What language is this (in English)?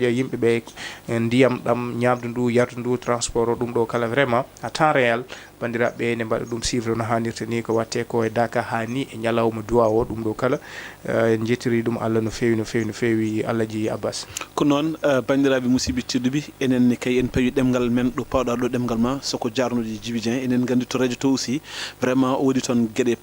Fula